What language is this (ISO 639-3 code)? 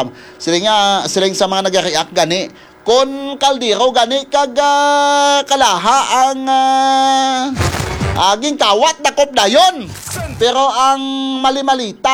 hil